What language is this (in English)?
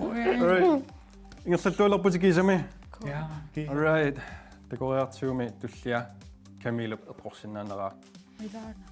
Kalaallisut